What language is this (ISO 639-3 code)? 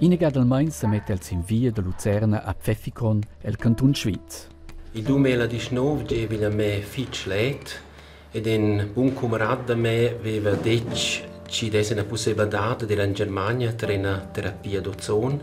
roh